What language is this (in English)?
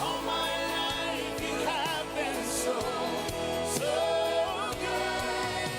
Ewe